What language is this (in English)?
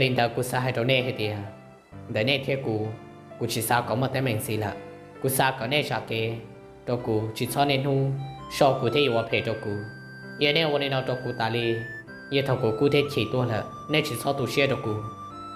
Hmong